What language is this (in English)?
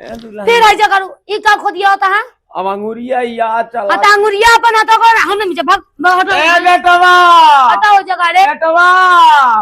Awadhi